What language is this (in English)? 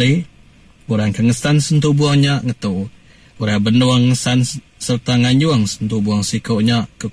Iban